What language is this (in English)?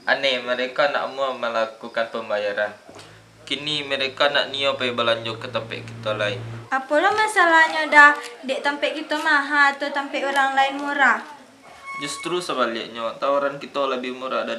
Minangkabau